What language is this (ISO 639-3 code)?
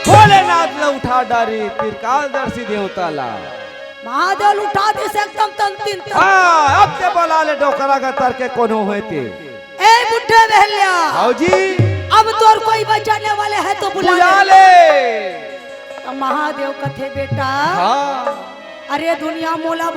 hne